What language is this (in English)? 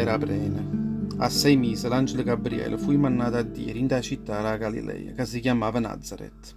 Neapolitan